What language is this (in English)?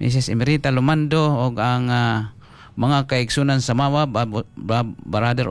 Cebuano